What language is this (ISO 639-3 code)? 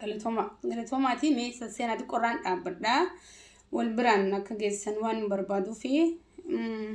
orm